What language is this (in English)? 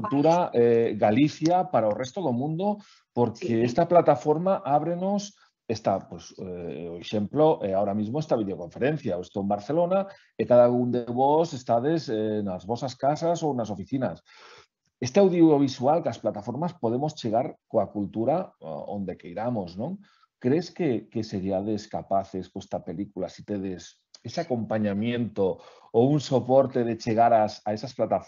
Galician